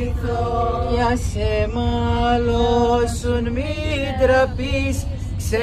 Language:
Greek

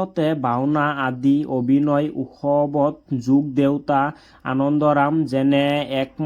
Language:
Assamese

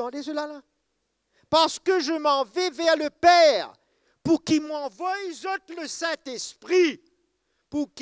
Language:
Morisyen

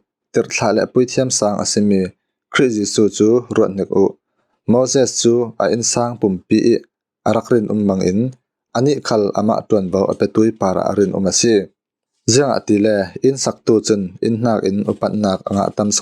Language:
Falam Chin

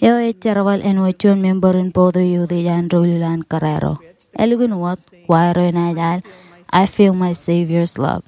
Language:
Marshallese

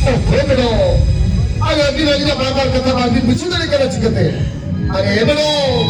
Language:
Santali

